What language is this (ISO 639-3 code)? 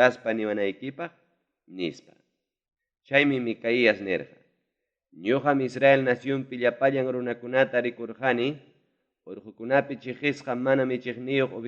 quy